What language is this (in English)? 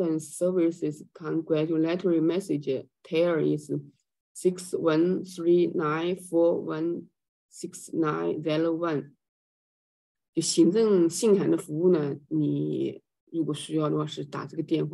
Chinese